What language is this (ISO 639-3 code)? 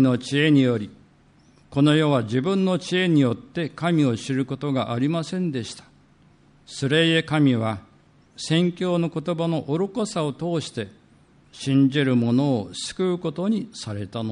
jpn